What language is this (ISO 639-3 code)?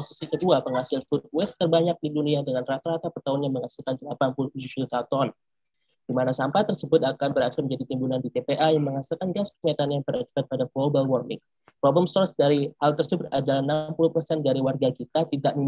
ind